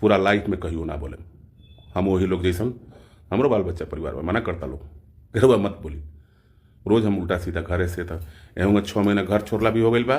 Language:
Bhojpuri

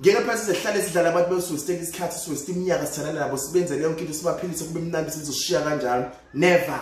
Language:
Zulu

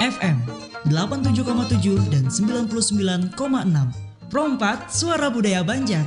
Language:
Banjar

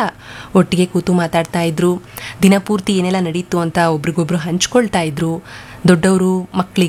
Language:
Kannada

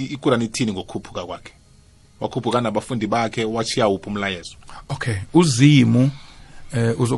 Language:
South Ndebele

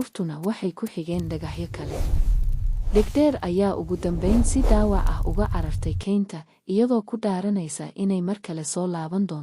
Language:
Somali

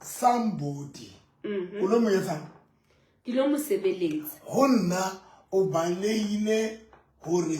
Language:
Southern Sotho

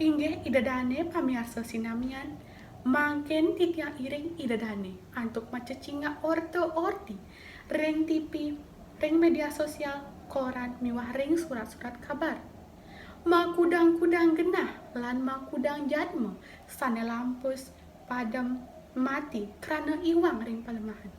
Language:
Balinese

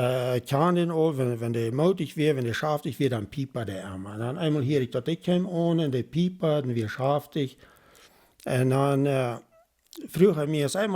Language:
Plautdietsch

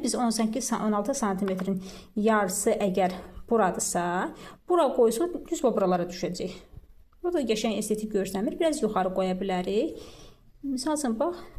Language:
Azerbaijani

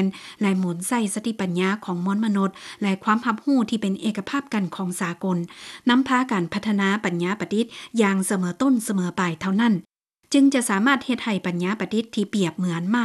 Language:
Lao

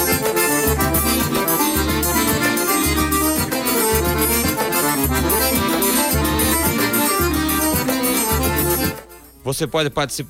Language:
Portuguese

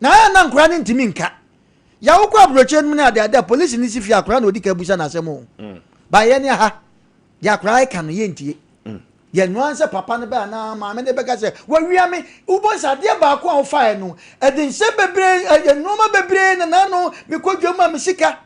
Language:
Akan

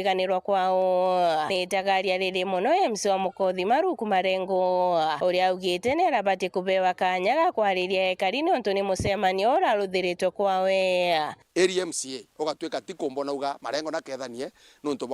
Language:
Meru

